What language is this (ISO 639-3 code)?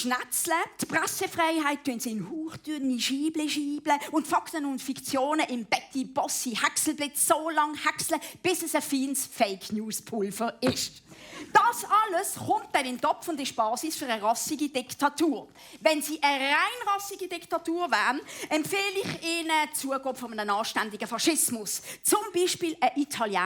gsw